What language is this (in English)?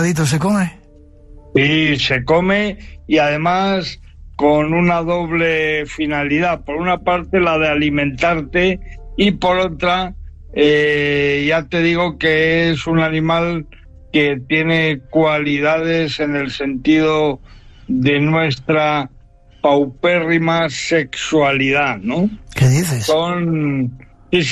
Spanish